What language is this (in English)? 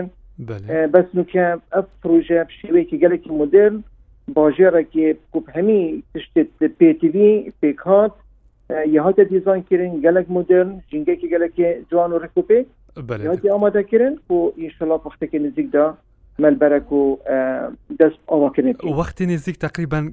Kurdish